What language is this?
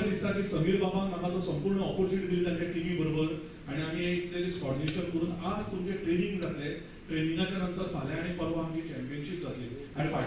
Konkani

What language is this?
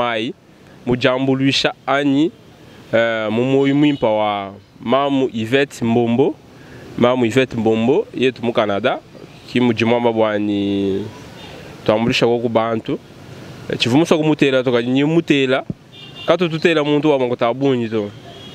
Luba-Lulua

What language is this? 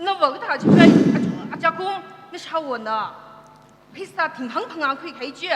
Tangkhul Naga (India)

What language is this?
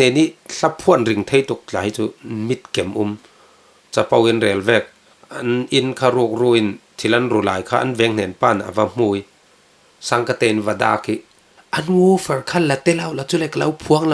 Falam Chin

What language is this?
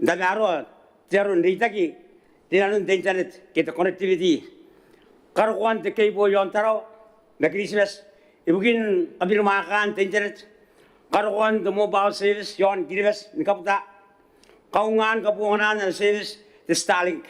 Gilbertese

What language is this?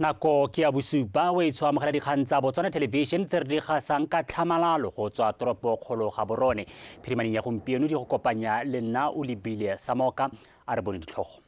Tswana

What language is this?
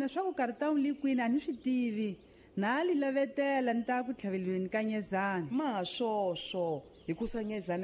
Tsonga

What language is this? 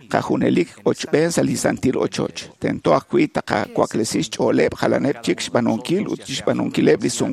Kekchí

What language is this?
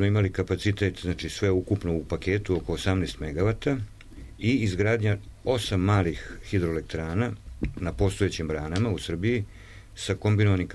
Serbian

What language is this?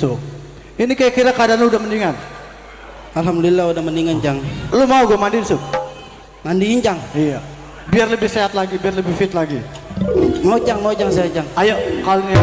Betawi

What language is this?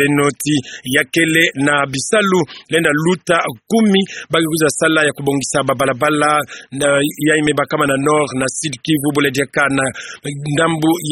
Kituba (Democratic Republic of Congo)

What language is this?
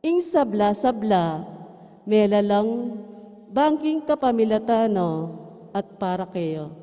Pampanga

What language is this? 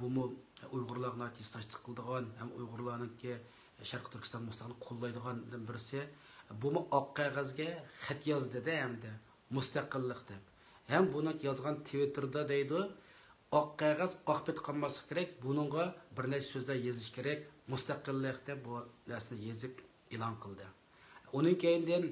Uyghur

